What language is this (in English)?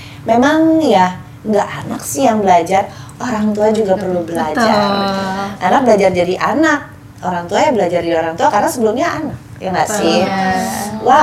Indonesian